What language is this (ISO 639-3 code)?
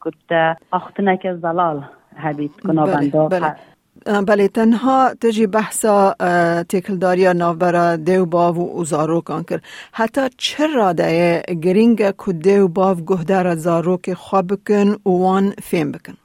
kur